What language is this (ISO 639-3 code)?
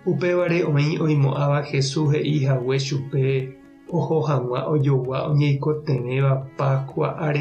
grn